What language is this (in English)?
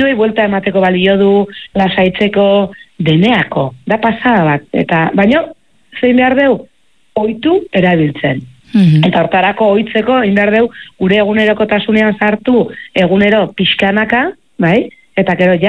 Basque